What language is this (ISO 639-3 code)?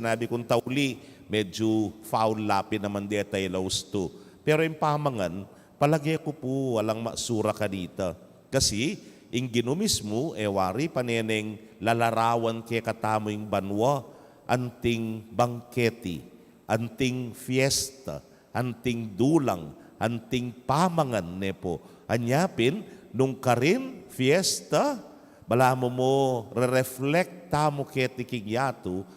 pam